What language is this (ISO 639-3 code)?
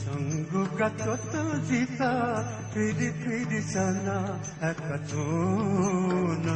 new